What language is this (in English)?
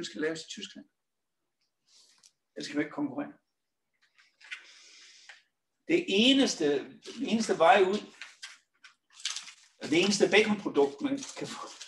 Danish